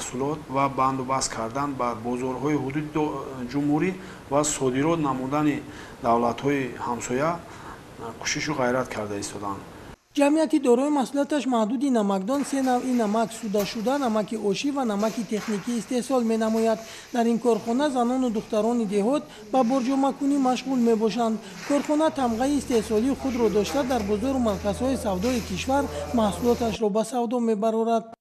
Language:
Tajik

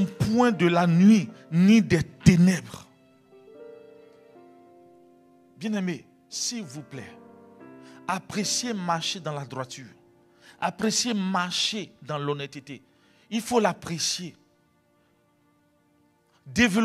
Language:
French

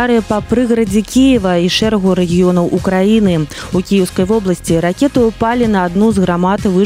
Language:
Belarusian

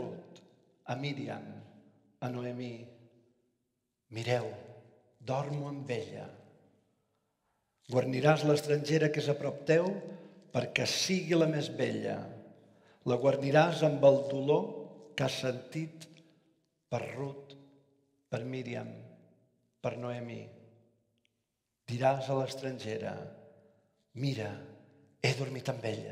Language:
Catalan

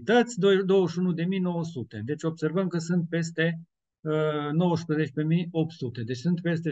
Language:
Romanian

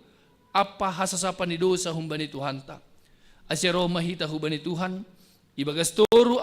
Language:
Batak Simalungun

